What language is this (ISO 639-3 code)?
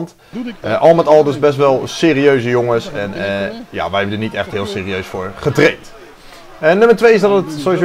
nld